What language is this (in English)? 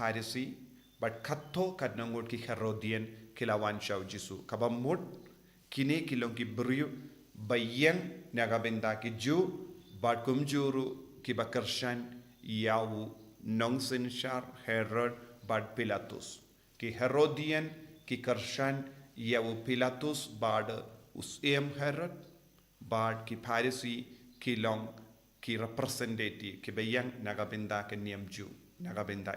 Khasi